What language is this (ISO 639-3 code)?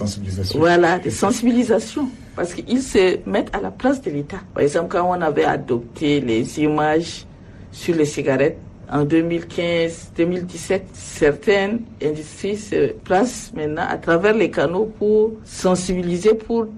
fra